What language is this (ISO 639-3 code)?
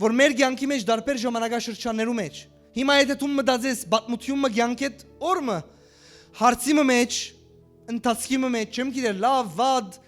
hyw